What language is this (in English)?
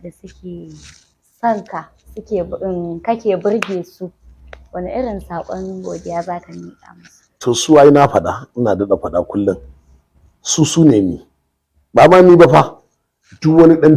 Hausa